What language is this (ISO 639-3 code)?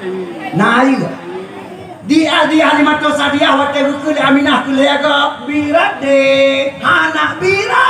ace